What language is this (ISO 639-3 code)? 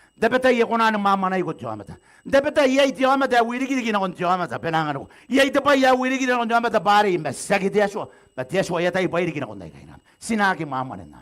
gil